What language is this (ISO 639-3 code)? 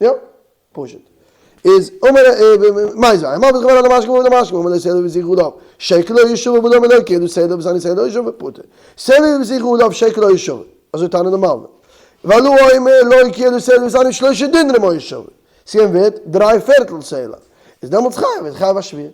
yid